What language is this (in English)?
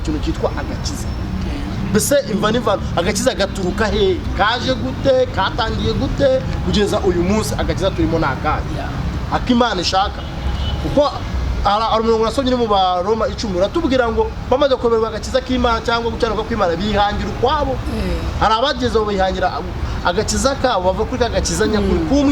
Kinyarwanda